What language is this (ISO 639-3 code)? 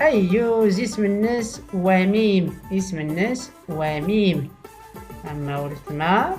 shi